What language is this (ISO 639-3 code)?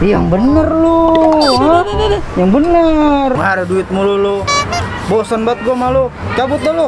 bew